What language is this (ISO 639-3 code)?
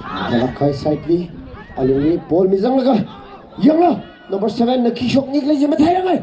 nmf